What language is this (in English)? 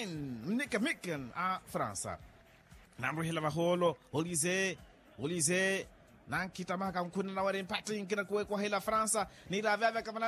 Makhuwa